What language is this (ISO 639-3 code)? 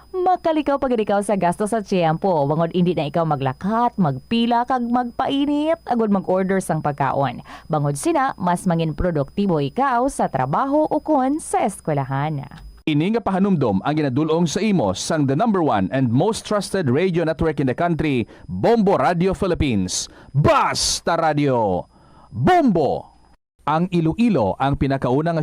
hil